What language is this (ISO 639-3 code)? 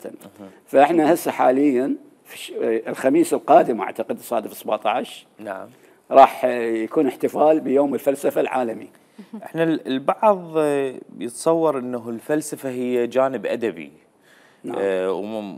acm